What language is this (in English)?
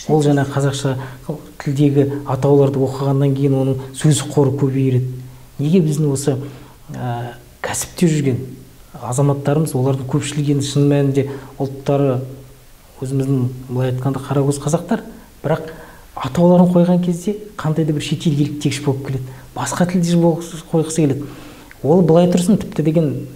Kazakh